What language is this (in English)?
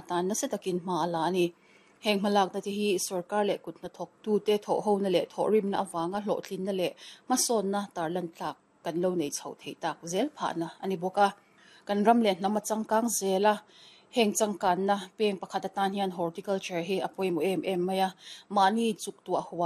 Mizo